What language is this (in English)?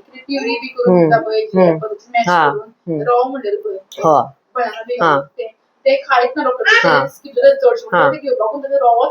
Konkani